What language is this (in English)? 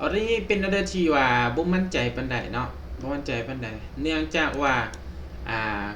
Lao